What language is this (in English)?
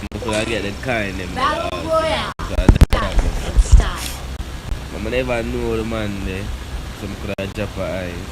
Jamaican Creole English